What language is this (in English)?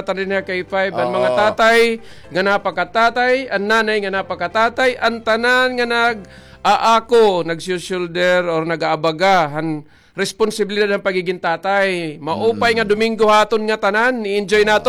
Waray